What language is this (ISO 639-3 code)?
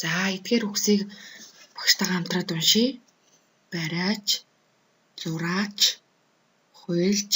mon